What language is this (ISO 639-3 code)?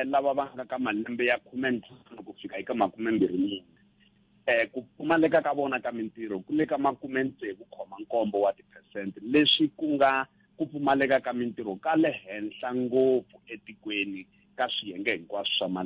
tso